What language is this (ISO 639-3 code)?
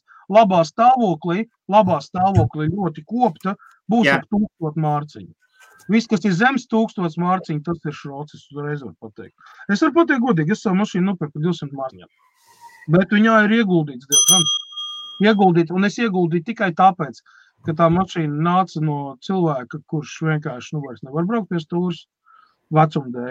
lav